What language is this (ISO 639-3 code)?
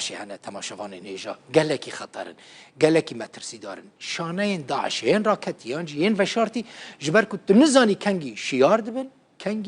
kur